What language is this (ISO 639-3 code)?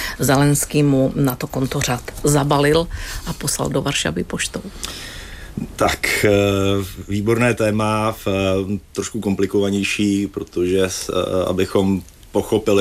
ces